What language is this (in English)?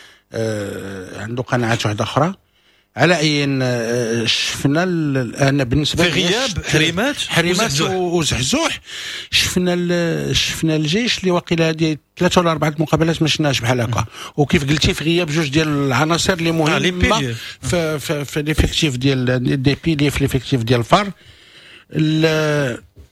Moroccan Arabic